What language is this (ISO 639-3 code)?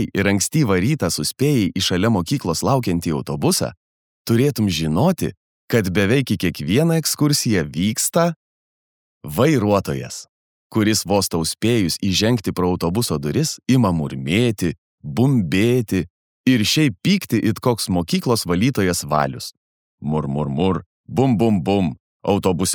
lit